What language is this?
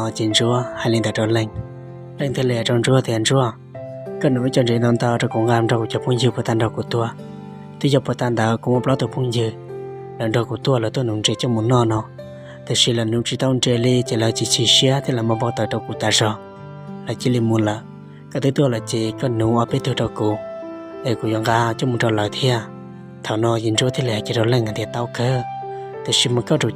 Hmong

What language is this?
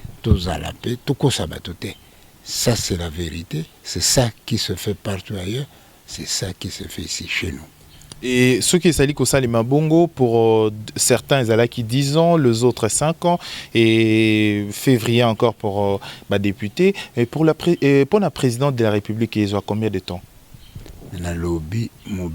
Lingala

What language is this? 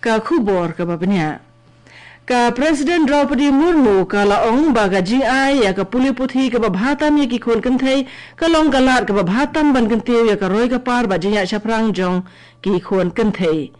Khasi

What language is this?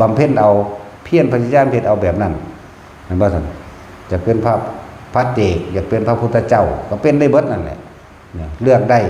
Northeastern Thai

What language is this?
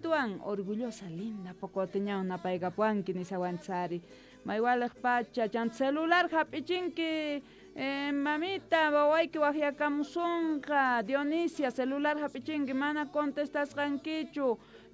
Quechua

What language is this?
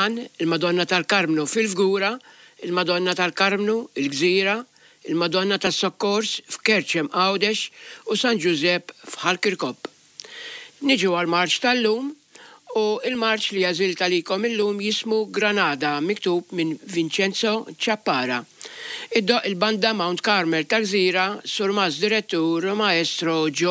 Maltese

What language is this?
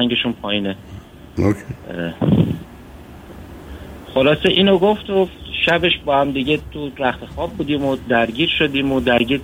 Persian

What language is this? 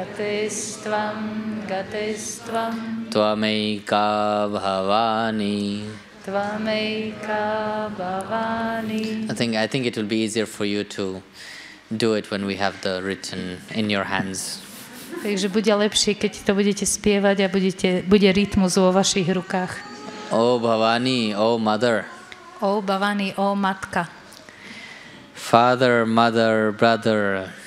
Slovak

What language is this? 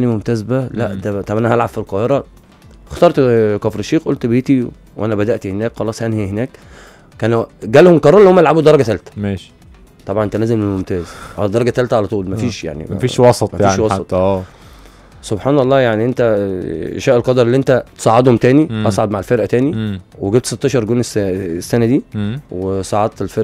Egyptian Arabic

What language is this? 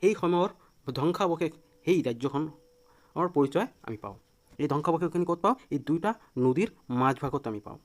Assamese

